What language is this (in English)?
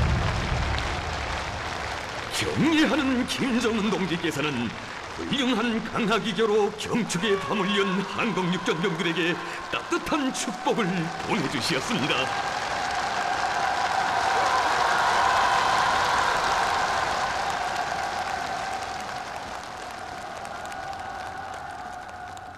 Korean